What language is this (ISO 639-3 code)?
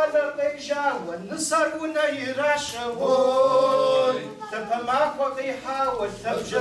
kbd